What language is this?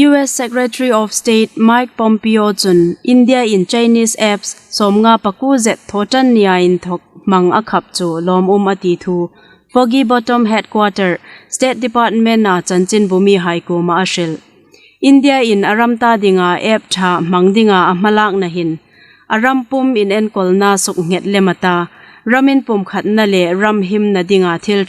Hmar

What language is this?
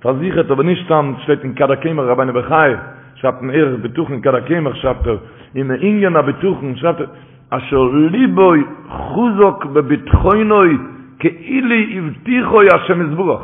Yiddish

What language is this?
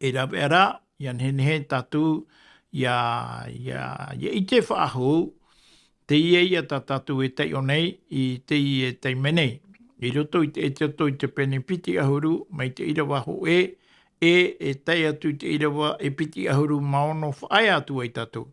Tahitian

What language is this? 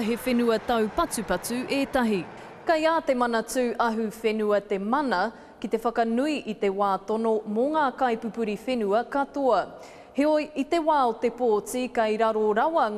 Māori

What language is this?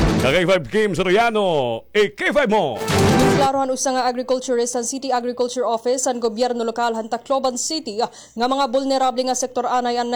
Waray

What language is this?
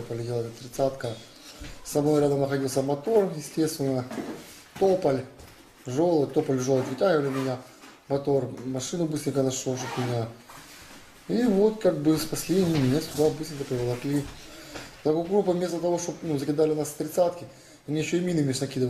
Russian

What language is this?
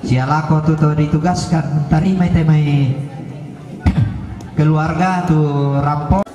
Toraja-Sa'dan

